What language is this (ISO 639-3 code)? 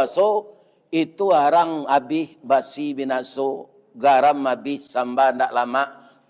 min